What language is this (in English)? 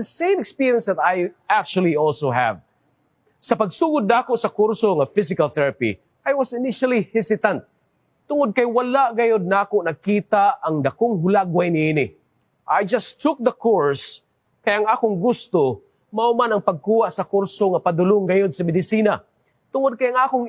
Cebuano